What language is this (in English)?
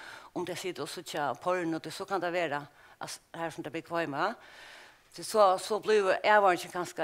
Faroese